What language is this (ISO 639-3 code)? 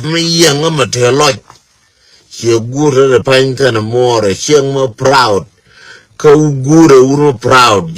nus